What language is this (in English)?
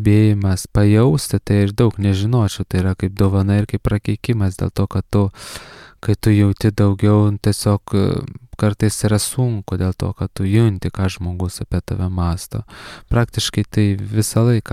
Lithuanian